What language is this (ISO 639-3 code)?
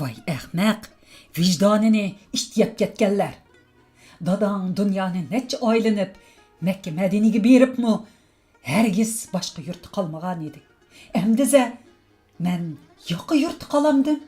uig